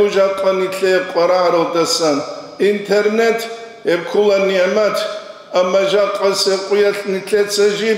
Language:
Avaric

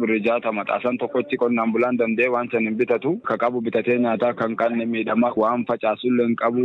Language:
Oromo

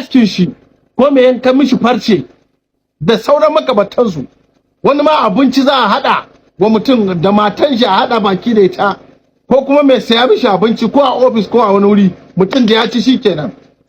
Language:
Hausa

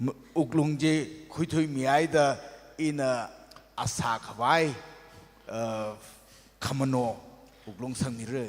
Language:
Tangkhul Naga (India)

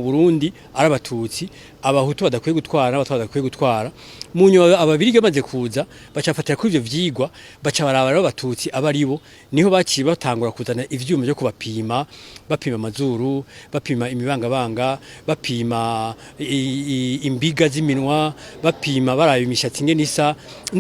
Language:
Rundi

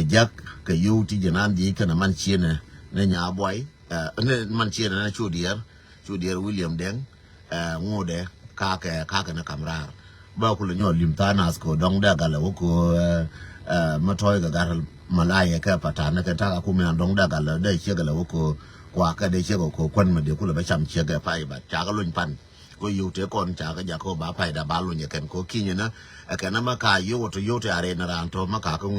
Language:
Nuer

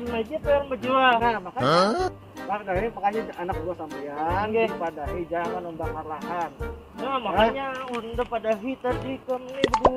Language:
Banjar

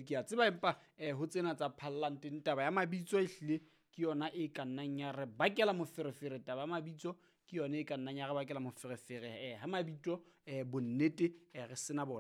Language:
Southern Sotho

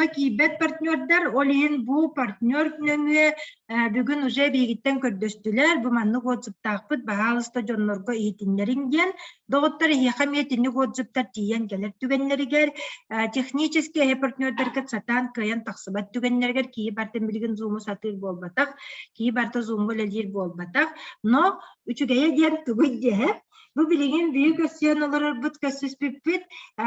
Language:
Yakut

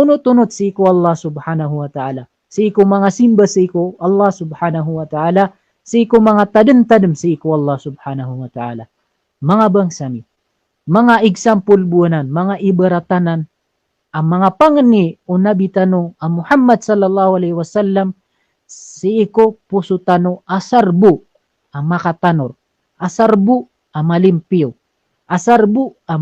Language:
Maranao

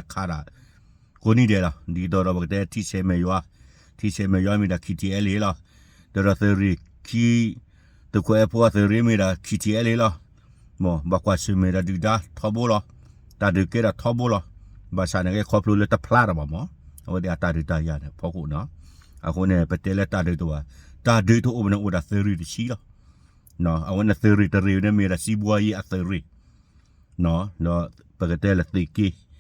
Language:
S'gaw Karen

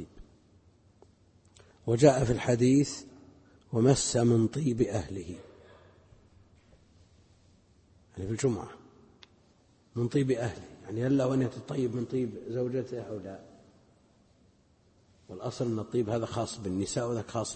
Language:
Arabic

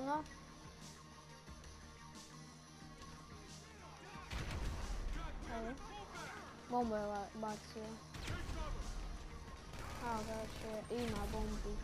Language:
Croatian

